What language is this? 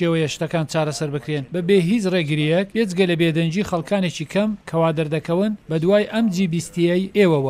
Central Kurdish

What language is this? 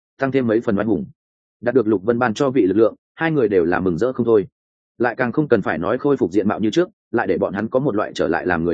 Vietnamese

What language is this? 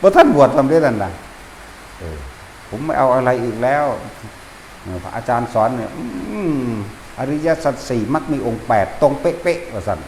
Northeastern Thai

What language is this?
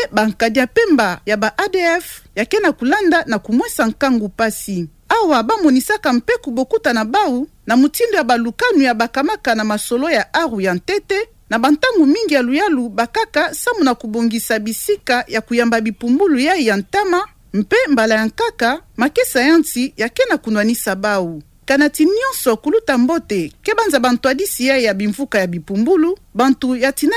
Kituba (Democratic Republic of Congo)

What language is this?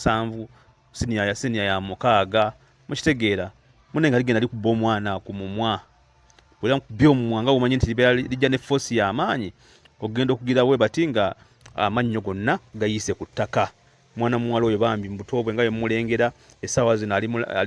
Ganda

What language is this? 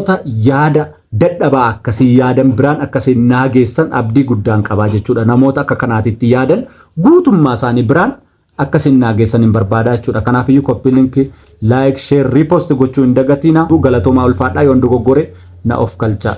Oromo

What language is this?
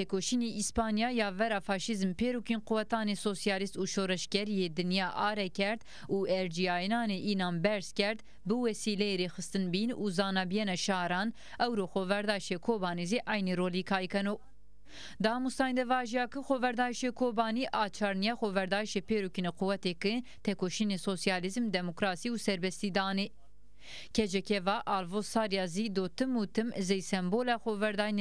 Zaza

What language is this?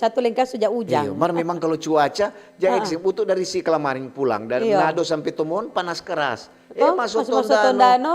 Manado Malay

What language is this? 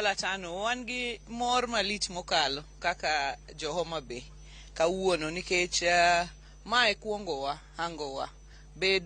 Luo (Kenya and Tanzania)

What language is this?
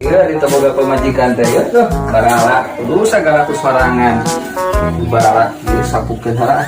Sundanese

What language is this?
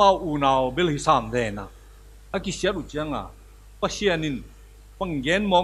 Tedim Chin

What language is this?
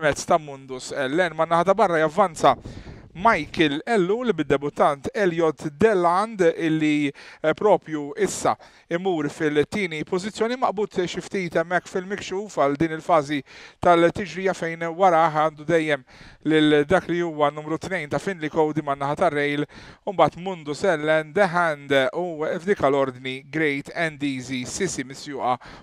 Maltese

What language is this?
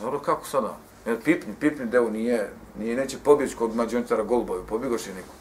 Bosnian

